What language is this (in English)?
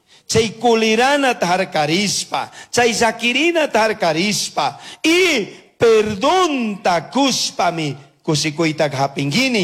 Chimborazo Highland Quichua